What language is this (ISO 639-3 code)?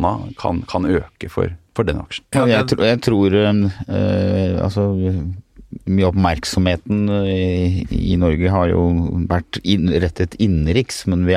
nor